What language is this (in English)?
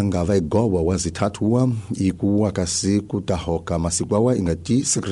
Tsonga